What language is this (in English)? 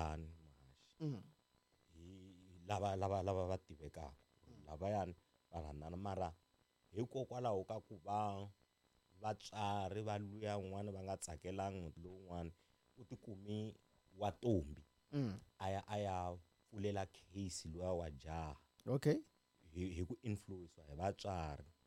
Tsonga